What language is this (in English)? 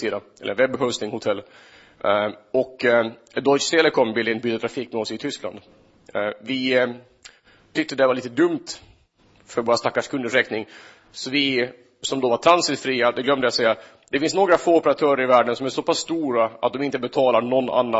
Swedish